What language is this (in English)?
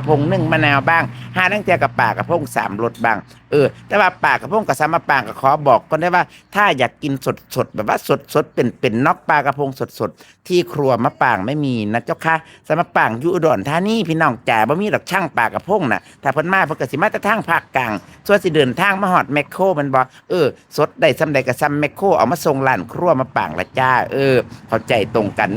Northeastern Thai